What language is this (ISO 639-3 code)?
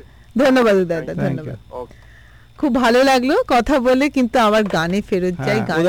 ben